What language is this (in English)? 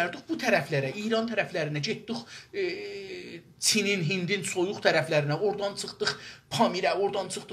South Azerbaijani